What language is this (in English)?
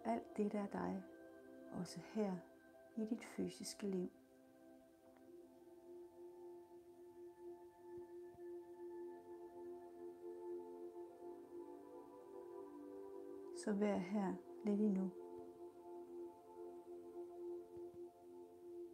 Danish